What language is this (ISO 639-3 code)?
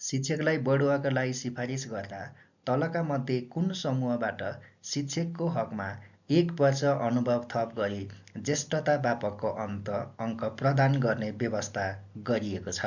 nep